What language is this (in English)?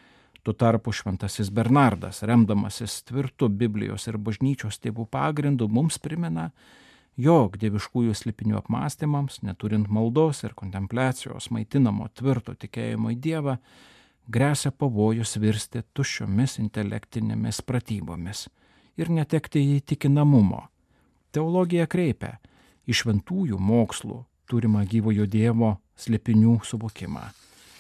Lithuanian